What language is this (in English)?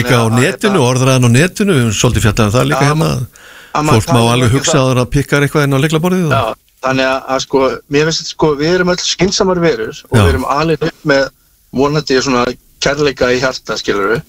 Icelandic